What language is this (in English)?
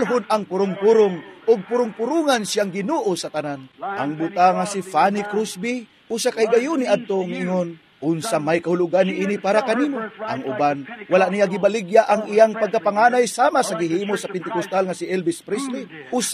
Cebuano